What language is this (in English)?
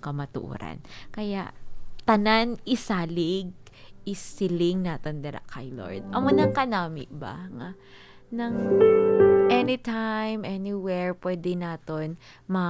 Hiligaynon